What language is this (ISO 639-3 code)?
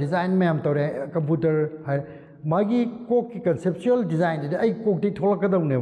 mni